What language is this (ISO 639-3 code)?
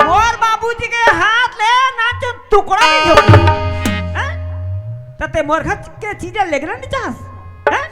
hne